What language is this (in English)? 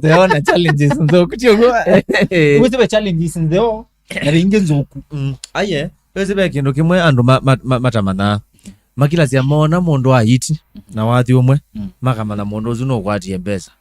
Kamba